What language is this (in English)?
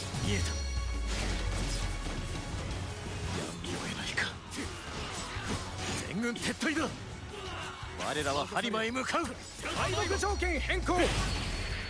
Japanese